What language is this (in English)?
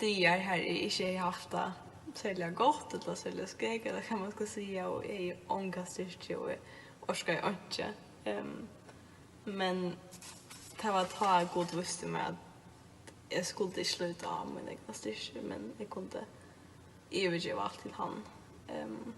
Faroese